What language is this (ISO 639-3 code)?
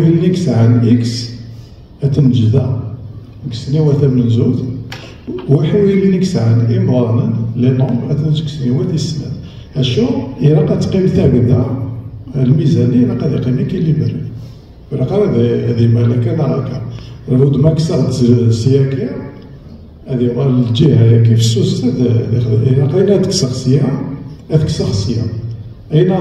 kab